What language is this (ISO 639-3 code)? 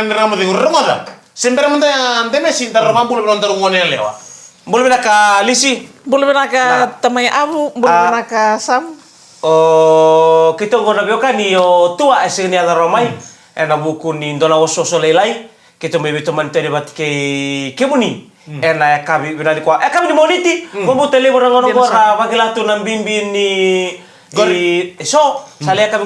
fij